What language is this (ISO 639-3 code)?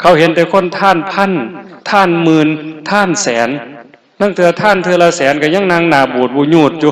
tts